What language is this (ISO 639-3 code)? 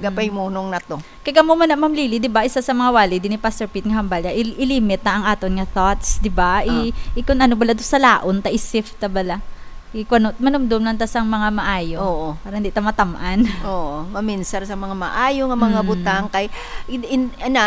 hil